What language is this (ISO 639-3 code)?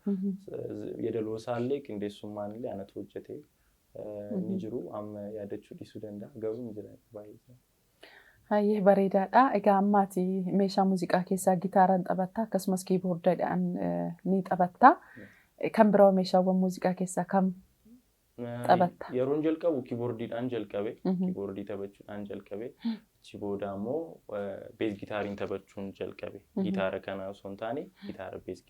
orm